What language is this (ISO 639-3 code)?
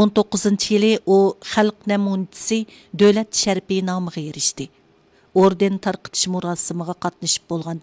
uig